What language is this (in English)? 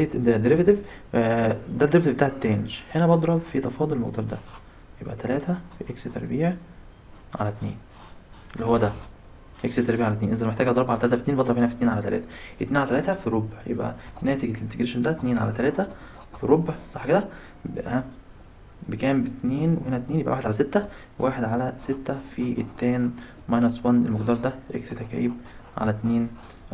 Egyptian Arabic